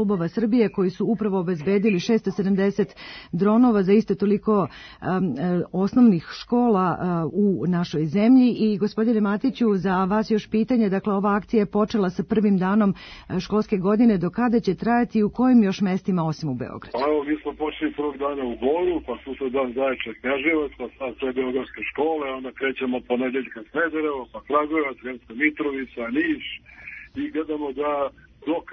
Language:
Serbian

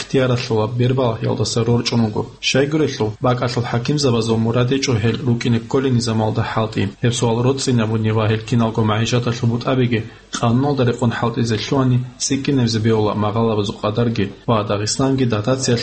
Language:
Avaric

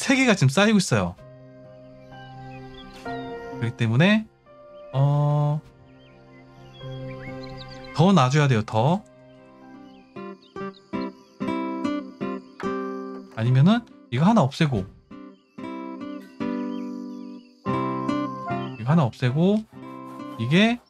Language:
Korean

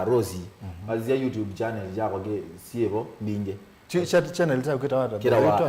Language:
Kamba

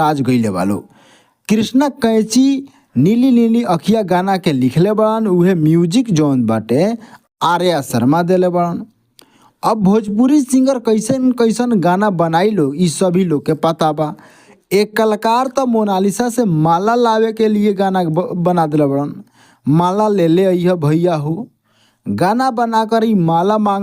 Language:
Bhojpuri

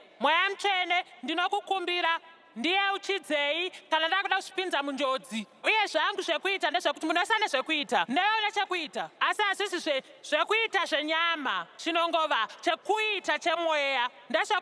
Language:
Shona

